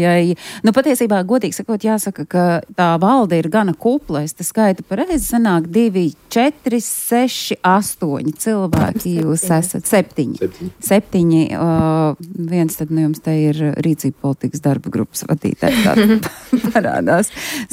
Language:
Latvian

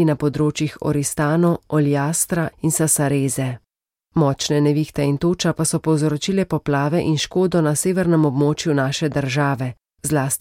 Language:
Slovenian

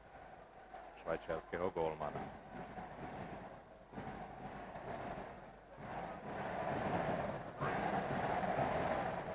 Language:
Slovak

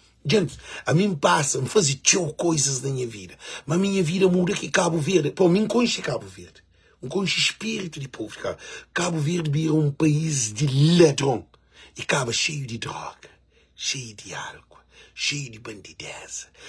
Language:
Kabuverdianu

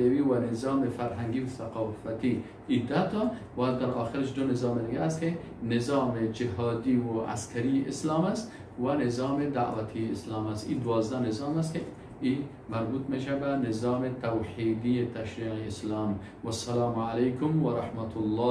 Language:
Persian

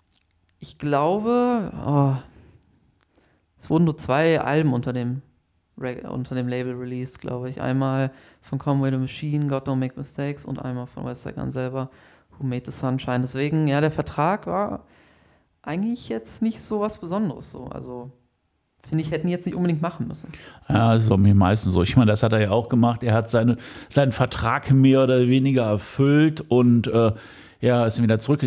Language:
German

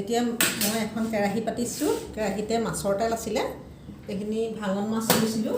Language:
Assamese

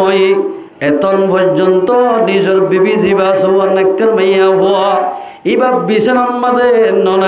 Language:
Rohingya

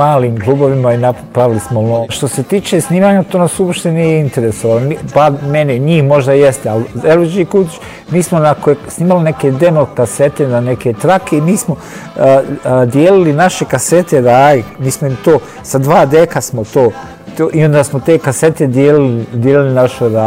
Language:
Bosnian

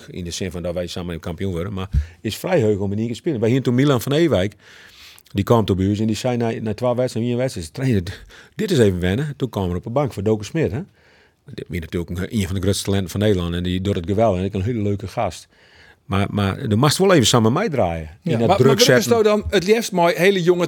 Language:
Western Frisian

